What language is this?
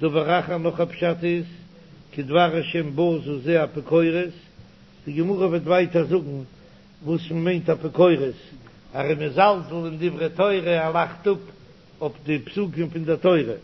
Yiddish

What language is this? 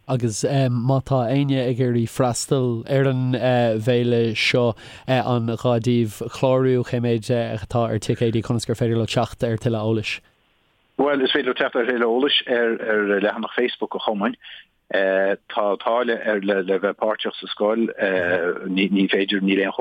Irish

